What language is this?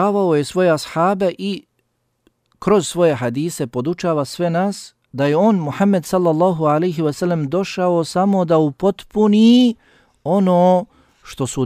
Bosnian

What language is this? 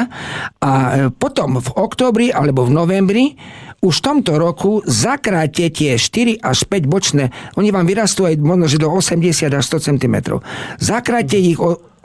Slovak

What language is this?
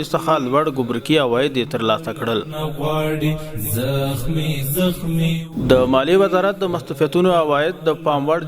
Pashto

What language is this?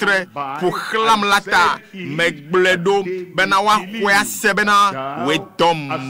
Ewe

